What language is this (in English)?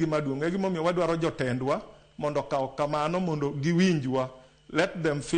Luo (Kenya and Tanzania)